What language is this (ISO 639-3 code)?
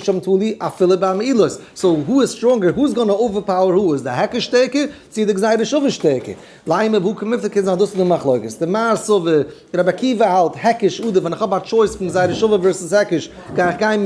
yid